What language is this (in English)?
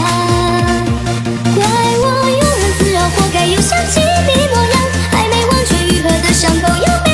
Chinese